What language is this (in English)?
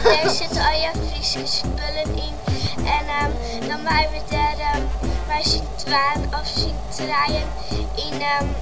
Western Frisian